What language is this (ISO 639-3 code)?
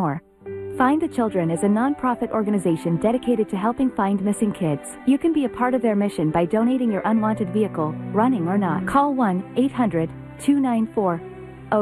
eng